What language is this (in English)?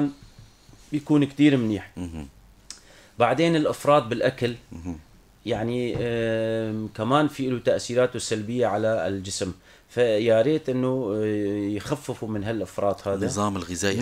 North Levantine Arabic